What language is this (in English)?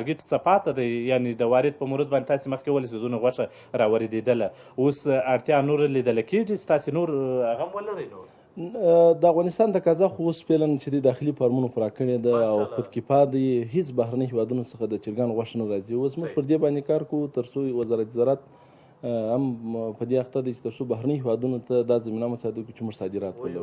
Pashto